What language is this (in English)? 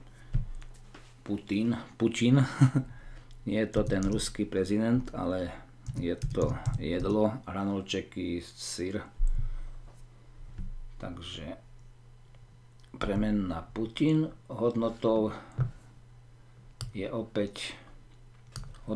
Slovak